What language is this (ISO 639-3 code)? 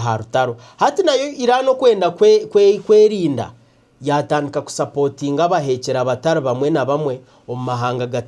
nyn